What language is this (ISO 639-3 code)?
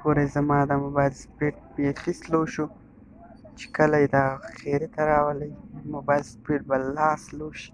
pus